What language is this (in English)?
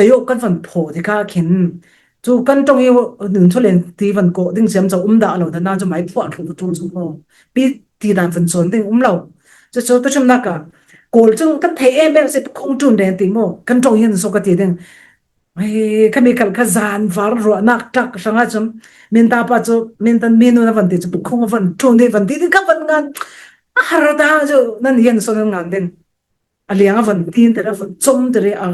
Falam Chin